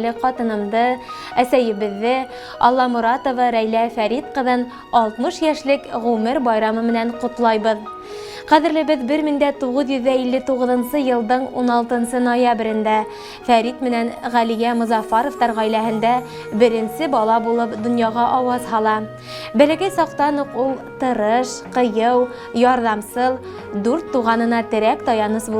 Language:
Bashkir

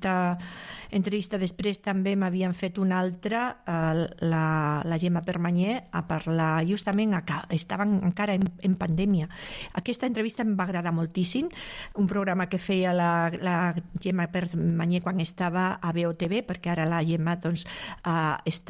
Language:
Catalan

